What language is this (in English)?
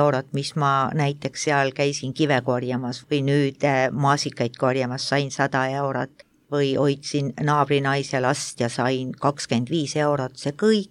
Estonian